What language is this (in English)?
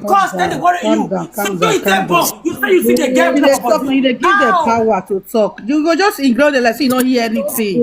Nigerian Pidgin